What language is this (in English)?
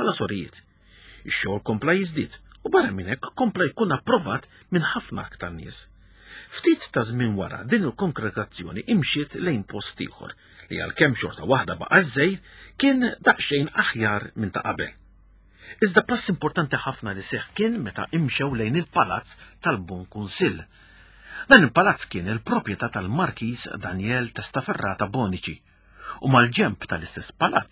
Maltese